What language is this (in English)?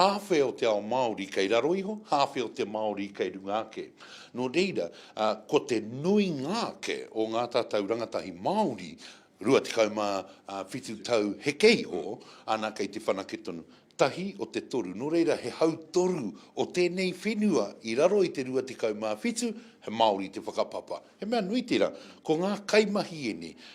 Māori